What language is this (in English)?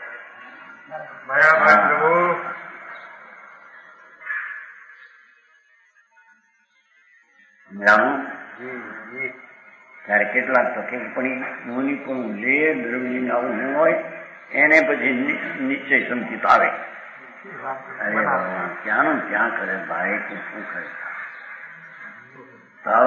Gujarati